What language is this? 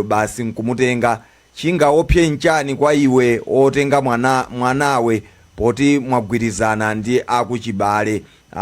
Nyanja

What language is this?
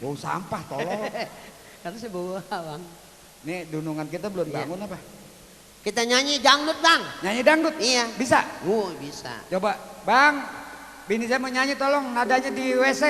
Betawi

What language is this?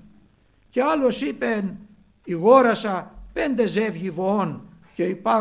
Greek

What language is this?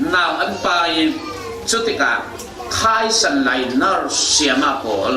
Falam Chin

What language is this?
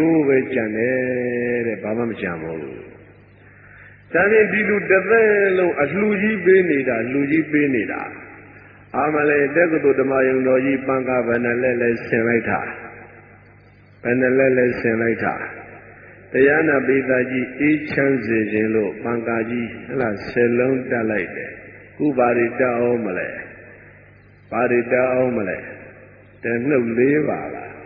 Burmese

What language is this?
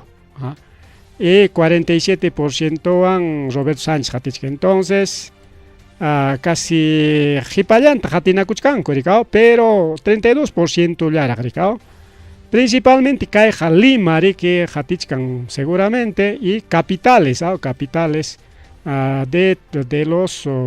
Ayacucho Quechua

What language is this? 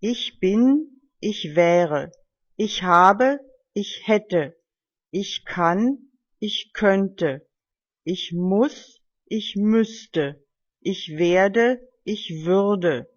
German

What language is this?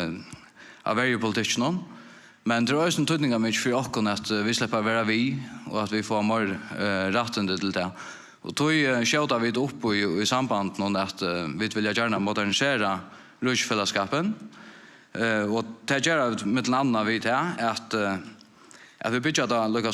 Faroese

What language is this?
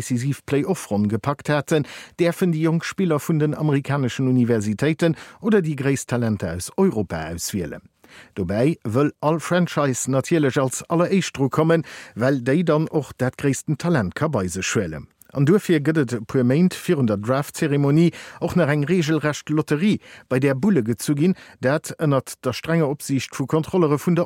Luxembourgish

